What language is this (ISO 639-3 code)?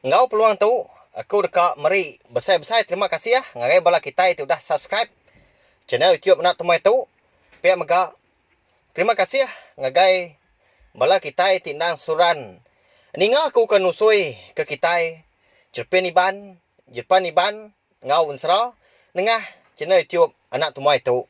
iba